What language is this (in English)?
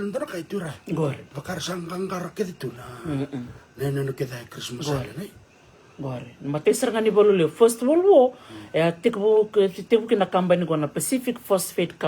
Fijian